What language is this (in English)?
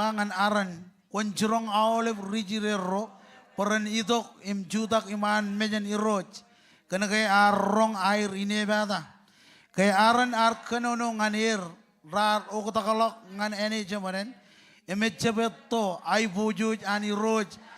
Marshallese